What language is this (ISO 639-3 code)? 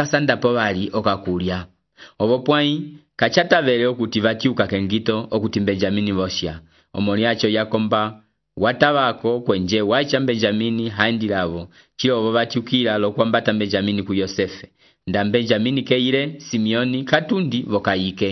umb